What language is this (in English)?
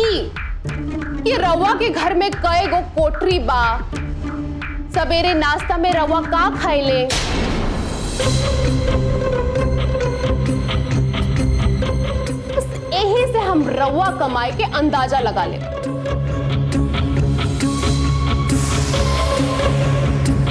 Bhojpuri